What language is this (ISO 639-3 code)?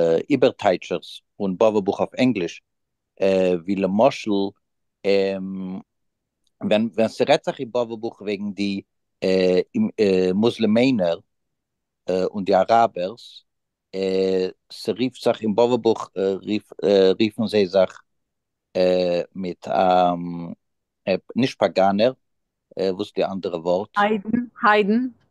yid